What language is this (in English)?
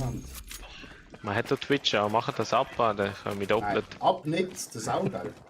Swiss German